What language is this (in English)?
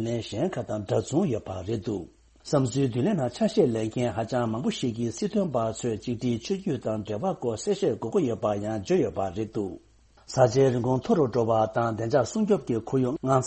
Tibetan